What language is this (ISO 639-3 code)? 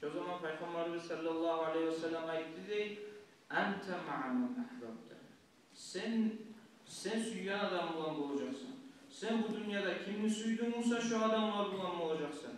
kum